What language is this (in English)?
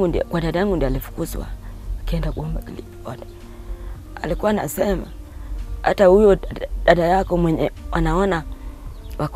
Swahili